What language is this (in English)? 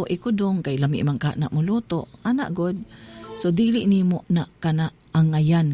Cebuano